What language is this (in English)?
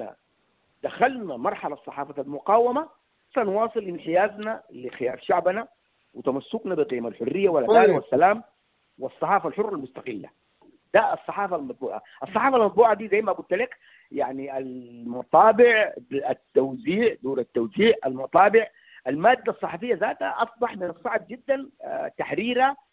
Sudanese Arabic